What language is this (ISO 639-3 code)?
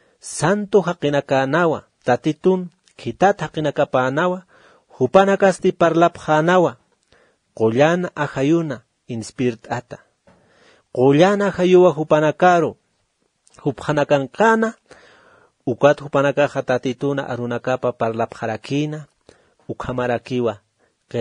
aym